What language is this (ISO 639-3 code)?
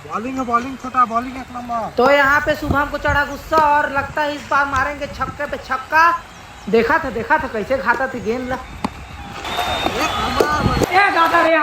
hne